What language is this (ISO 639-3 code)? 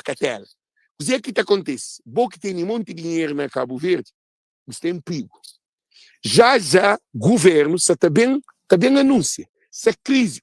kea